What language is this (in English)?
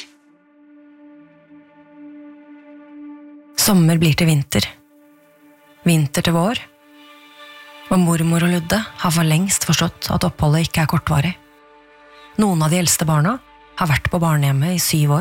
Norwegian